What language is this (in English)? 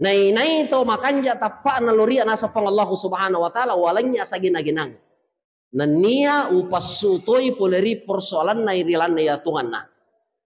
Buginese